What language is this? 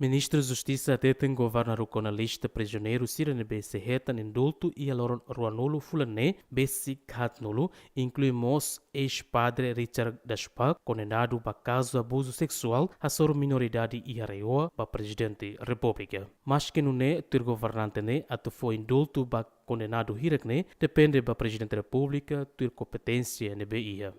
Tetum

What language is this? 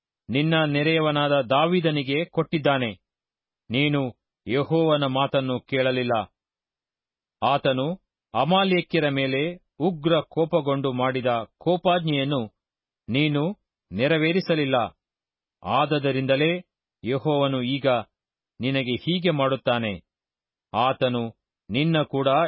Kannada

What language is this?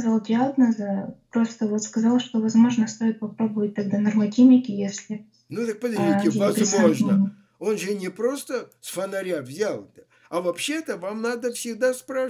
Russian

